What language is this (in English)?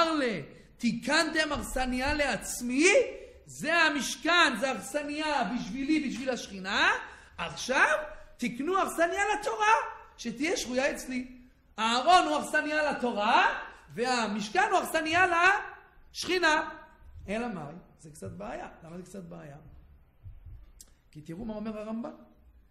Hebrew